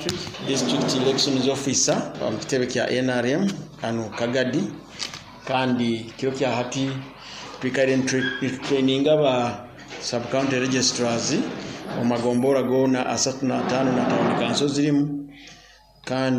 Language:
Nyoro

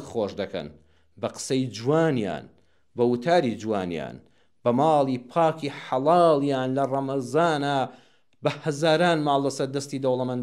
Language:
Central Kurdish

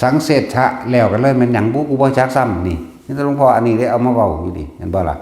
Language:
Northeastern Thai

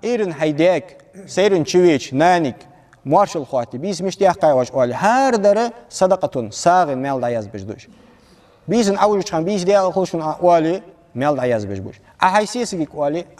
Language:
Ingush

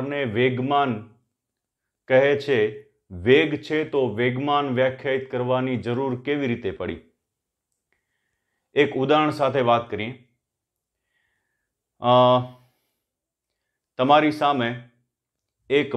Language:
Gujarati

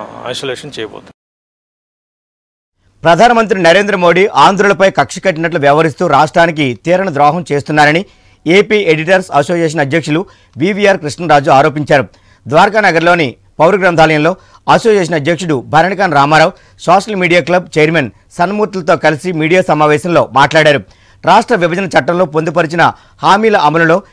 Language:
Telugu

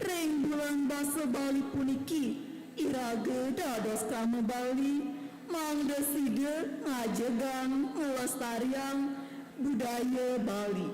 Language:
Balinese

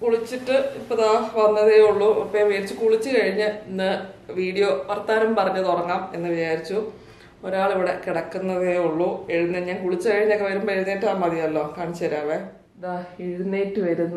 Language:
Malayalam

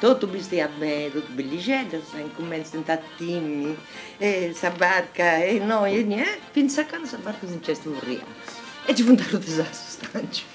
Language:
Sardinian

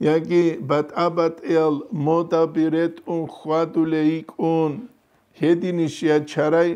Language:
Avaric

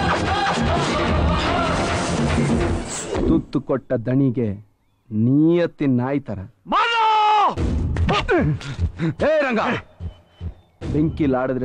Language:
Kannada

